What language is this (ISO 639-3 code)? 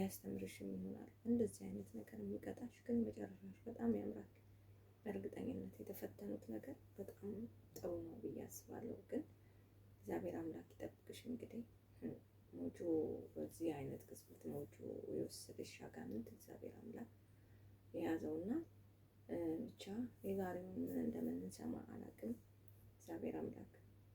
amh